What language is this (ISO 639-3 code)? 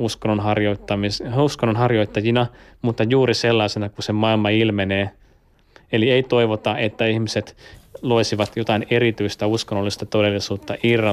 fin